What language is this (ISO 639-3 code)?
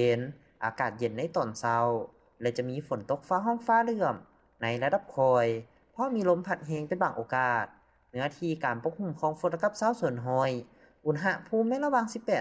lao